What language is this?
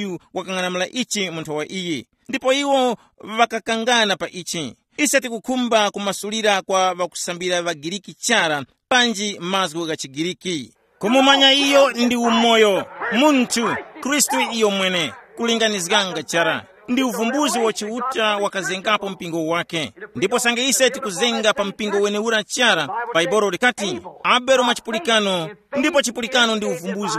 Tumbuka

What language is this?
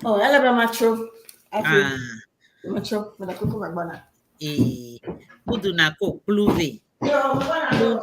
Ewe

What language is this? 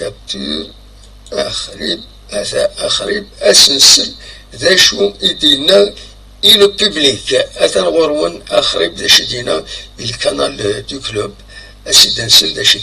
Kabyle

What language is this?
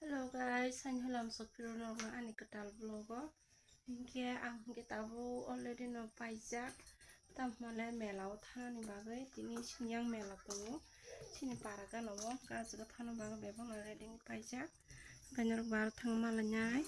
Kok Borok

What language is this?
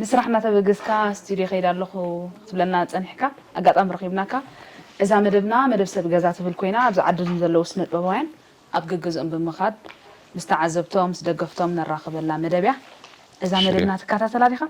Tigrinya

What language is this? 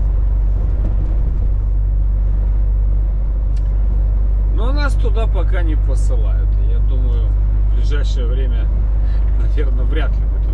Russian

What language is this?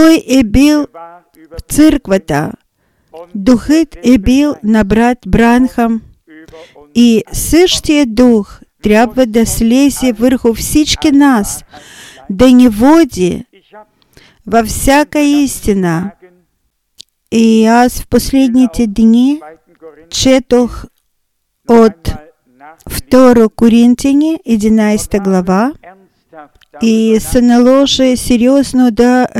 Bulgarian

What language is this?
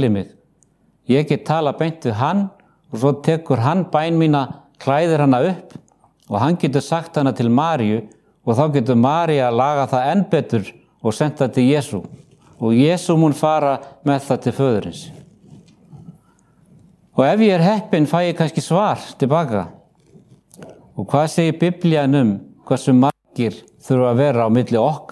Icelandic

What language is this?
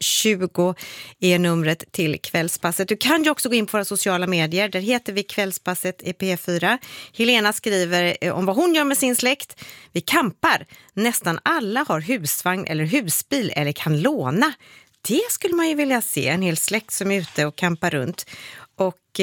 Swedish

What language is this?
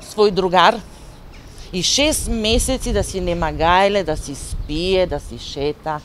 Macedonian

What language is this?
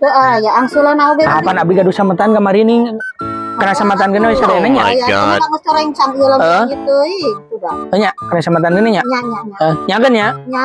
Sundanese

